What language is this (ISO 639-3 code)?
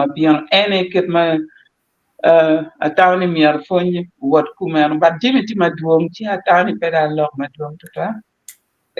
ach